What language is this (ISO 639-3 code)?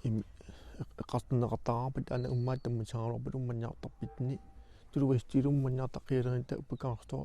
kal